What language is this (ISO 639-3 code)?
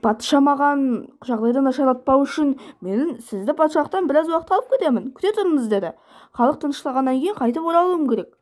kaz